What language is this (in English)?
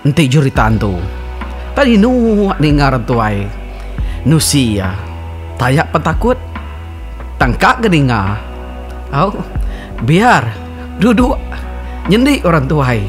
Iban